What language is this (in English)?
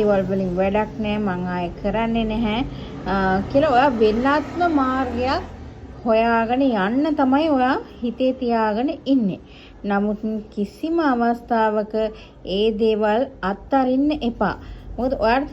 Sinhala